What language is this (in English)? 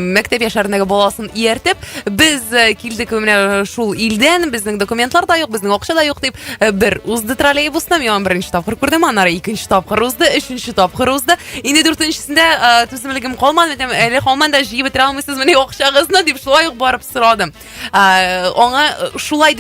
Tatar